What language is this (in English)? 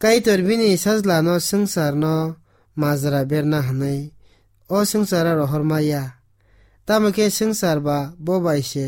Kok Borok